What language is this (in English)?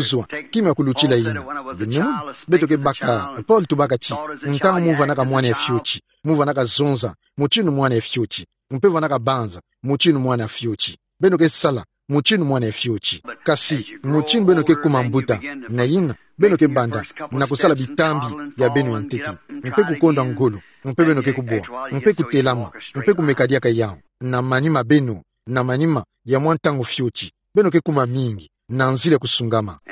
Kituba (Democratic Republic of Congo)